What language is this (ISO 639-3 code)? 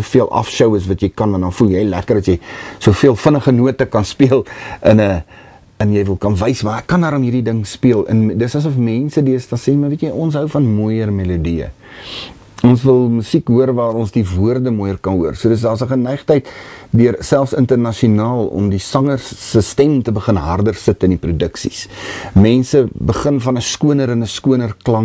afr